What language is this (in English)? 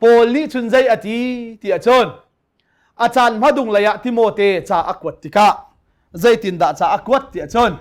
Hakha Chin